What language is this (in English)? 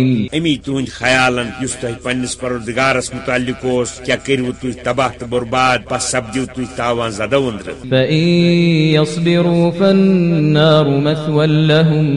Kashmiri